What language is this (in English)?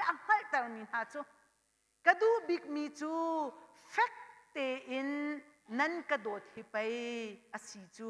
Hakha Chin